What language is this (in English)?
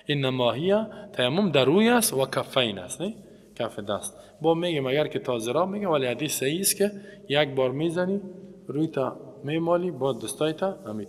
Persian